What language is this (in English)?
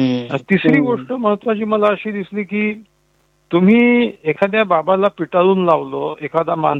Marathi